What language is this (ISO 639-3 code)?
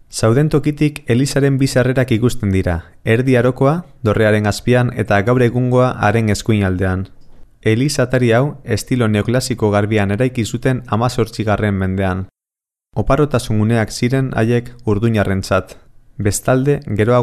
eus